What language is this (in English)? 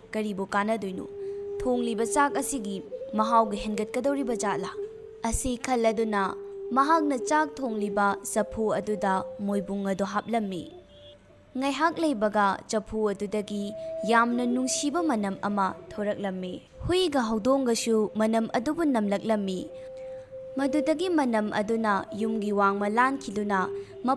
Manipuri